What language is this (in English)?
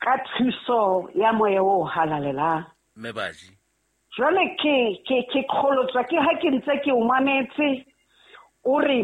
Southern Sotho